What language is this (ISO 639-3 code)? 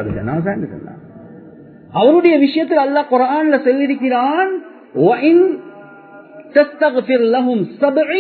tam